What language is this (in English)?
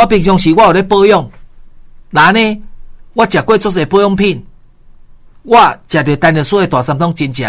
Min Nan Chinese